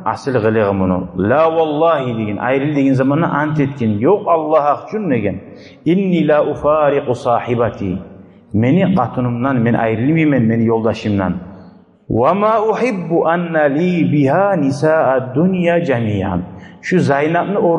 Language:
Kumyk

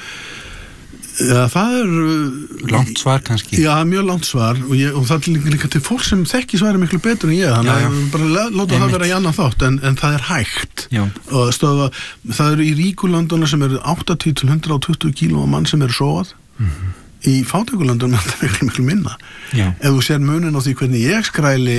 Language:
Icelandic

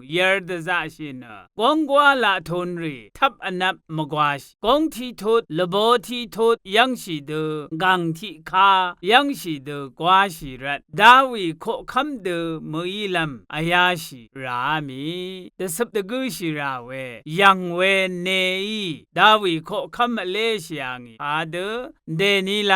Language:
Rawang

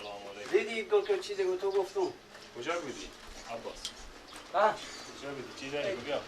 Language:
Persian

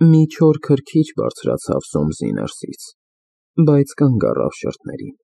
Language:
Armenian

